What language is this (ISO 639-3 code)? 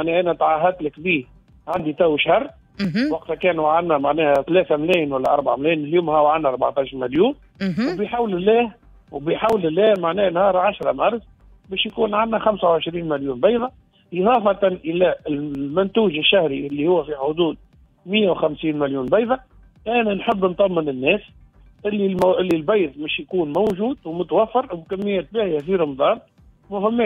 aeb